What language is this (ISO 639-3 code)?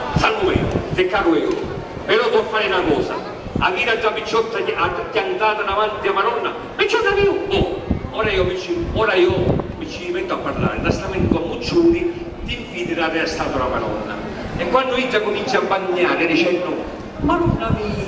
scn